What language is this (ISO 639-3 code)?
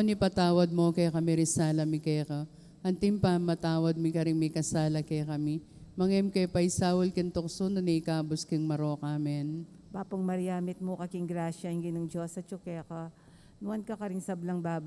pam